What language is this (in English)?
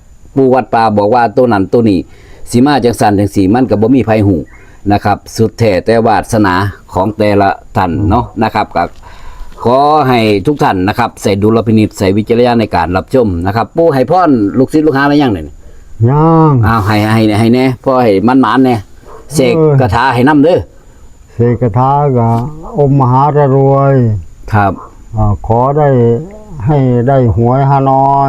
Northeastern Thai